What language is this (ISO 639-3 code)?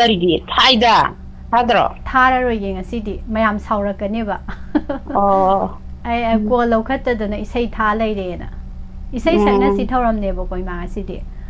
mni